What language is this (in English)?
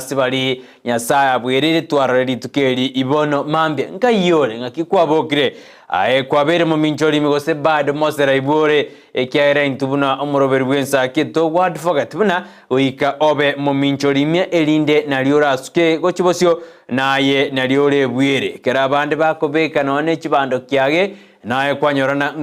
Gusii